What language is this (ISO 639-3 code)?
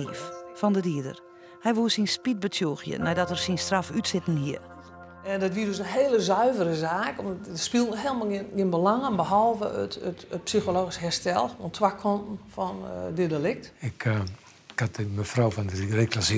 fry